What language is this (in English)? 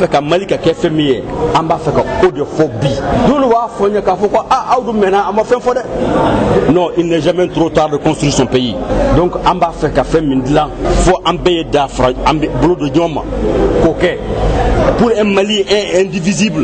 Bambara